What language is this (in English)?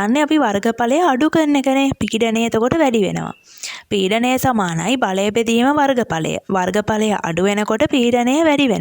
Sinhala